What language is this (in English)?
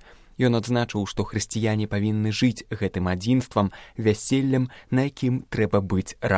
Belarusian